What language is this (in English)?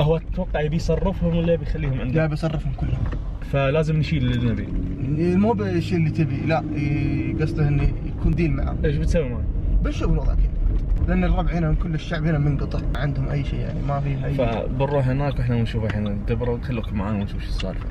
Najdi Arabic